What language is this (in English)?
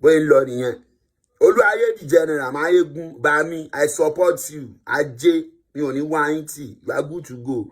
Yoruba